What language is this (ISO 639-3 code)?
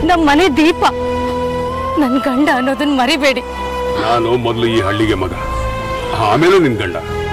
kan